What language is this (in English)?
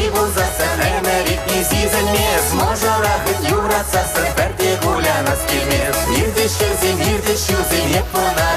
Chuvash